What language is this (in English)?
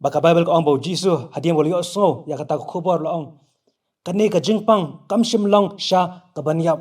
Khasi